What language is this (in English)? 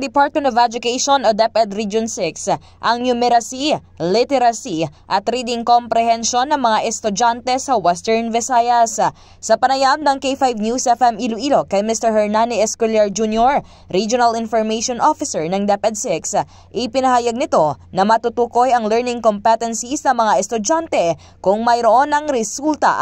Hiligaynon